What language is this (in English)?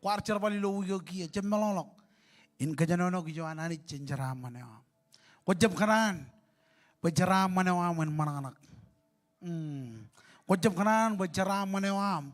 Marshallese